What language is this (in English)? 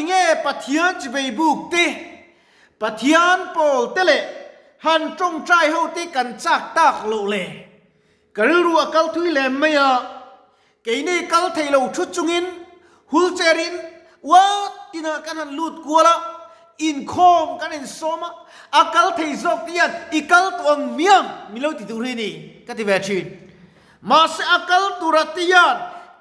Mizo